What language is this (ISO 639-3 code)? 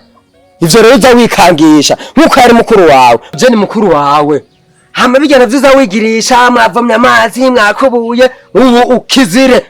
run